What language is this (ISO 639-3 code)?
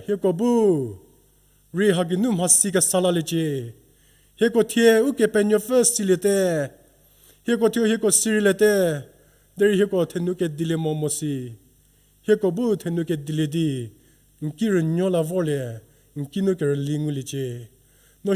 njm